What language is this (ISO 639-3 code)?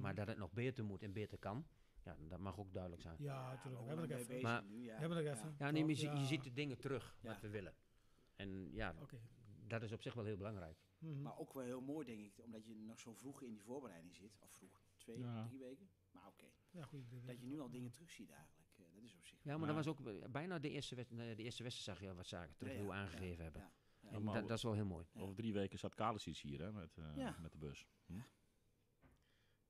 nld